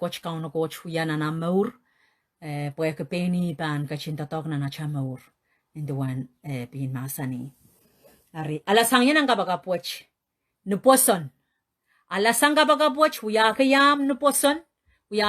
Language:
Pohnpeian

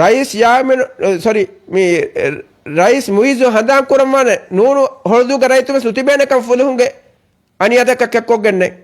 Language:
Divehi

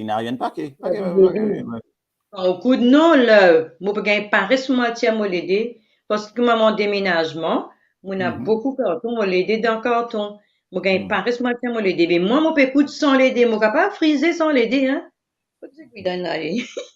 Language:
Morisyen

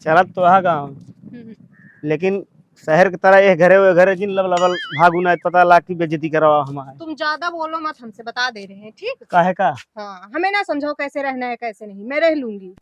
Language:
Awadhi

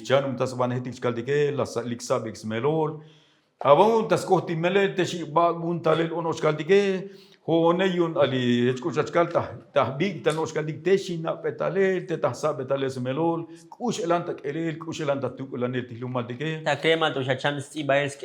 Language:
Tzotzil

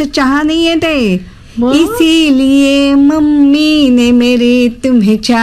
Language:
Marathi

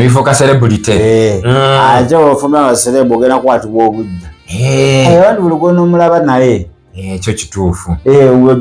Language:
Ganda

